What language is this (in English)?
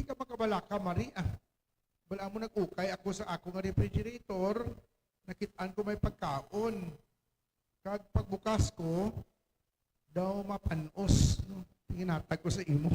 Hiligaynon